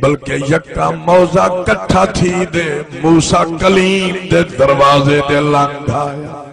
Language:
Saraiki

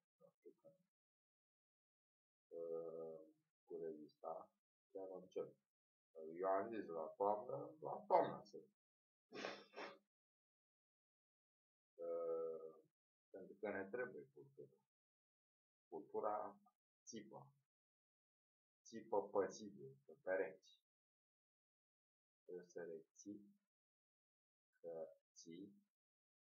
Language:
Romanian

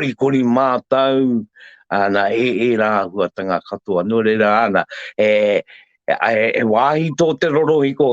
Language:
Māori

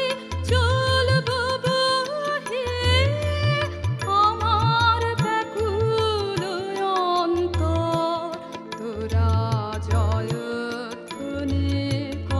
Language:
Bangla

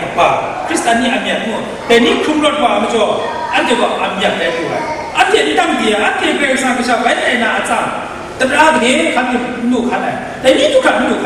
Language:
Kachin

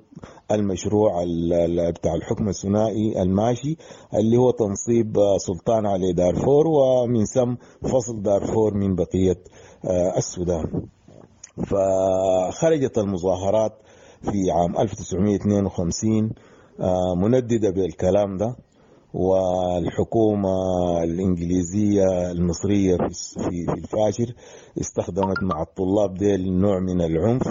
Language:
Sudanese Arabic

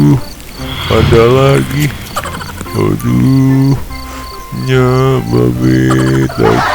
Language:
Betawi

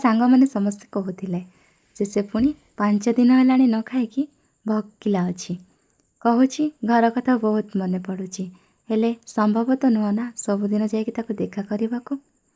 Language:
Odia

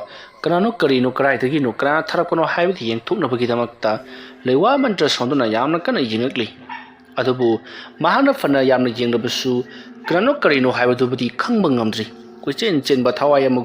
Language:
Manipuri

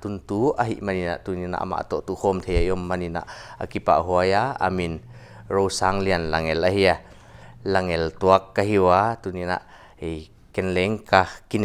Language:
Paite Chin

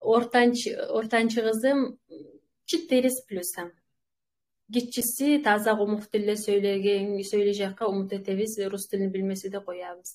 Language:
Kumyk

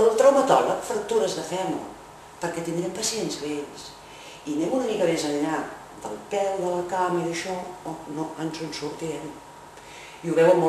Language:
Catalan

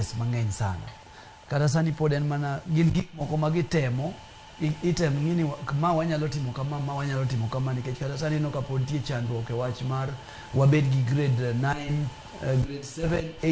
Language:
Luo (Kenya and Tanzania)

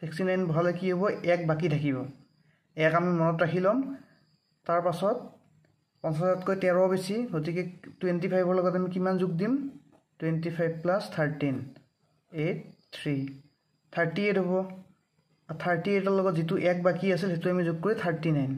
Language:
Assamese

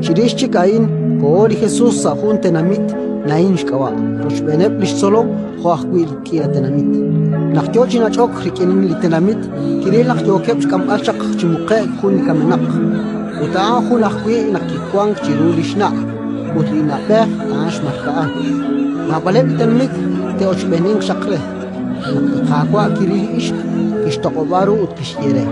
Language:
Kekchí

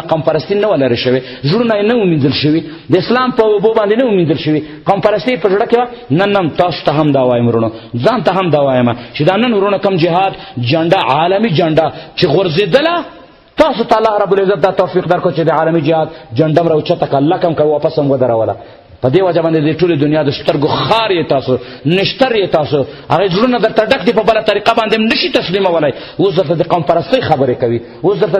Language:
Pashto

